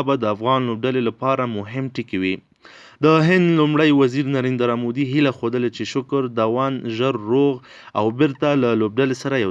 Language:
Pashto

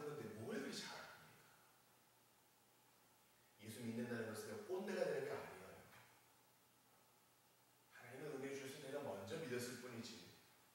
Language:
Korean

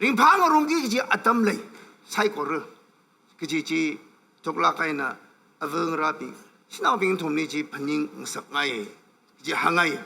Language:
Tangkhul Naga (India)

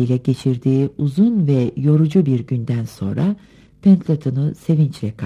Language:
Turkish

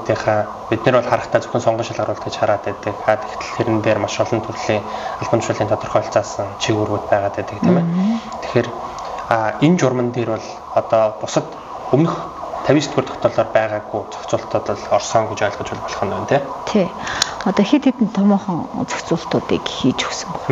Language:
Mongolian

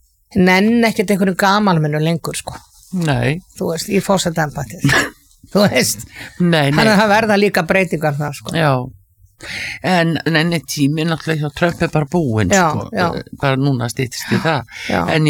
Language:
Icelandic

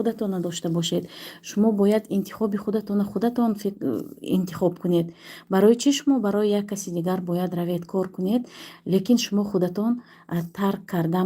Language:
Tajik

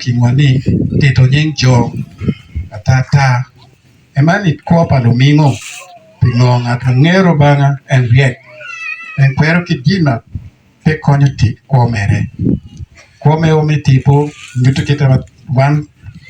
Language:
Acoli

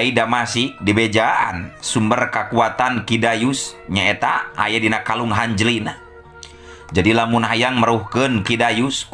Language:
Sundanese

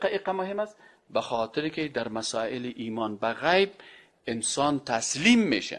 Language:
Persian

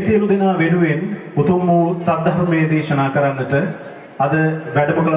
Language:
Sinhala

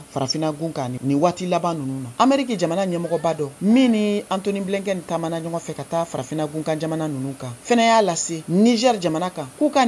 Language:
Bambara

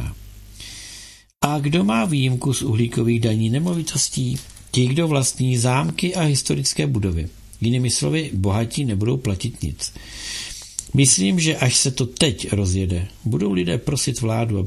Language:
Czech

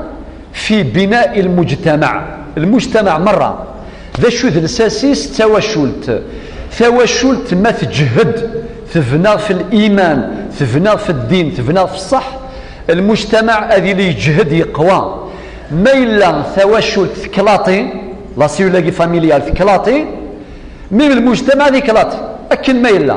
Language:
Kabyle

